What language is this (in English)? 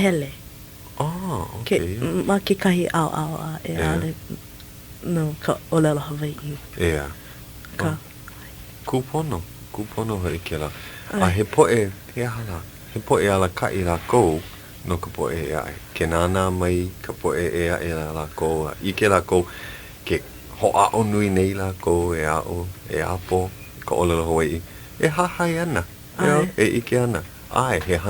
Hawaiian